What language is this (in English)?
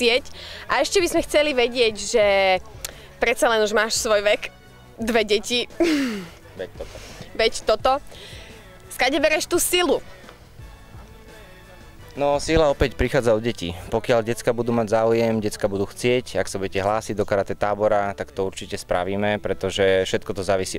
Slovak